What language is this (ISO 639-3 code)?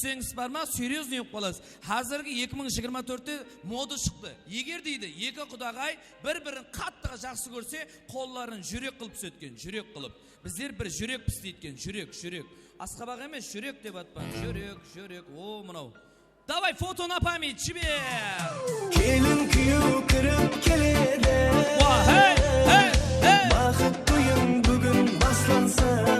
kaa